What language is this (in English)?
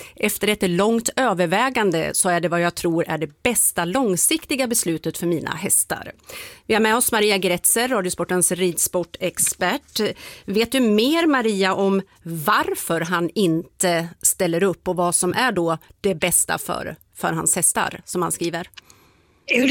Swedish